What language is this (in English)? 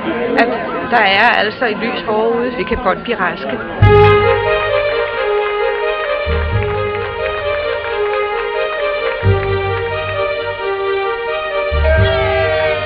Danish